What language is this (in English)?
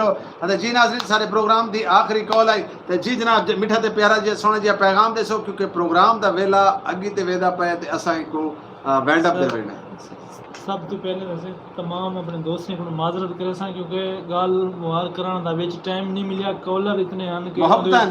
Saraiki